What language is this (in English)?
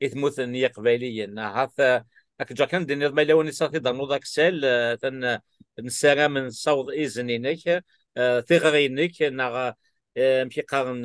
Kabyle